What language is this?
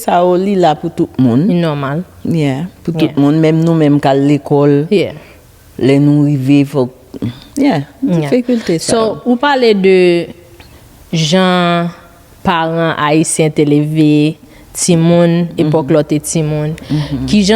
Haitian Creole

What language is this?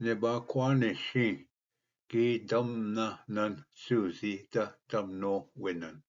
Ojibwa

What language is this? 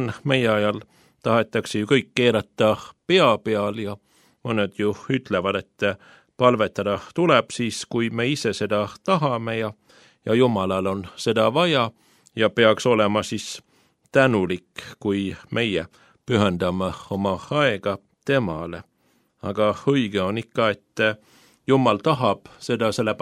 Estonian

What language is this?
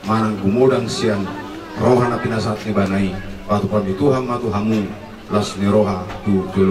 Batak Toba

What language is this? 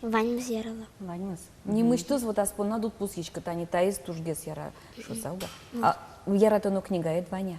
Udmurt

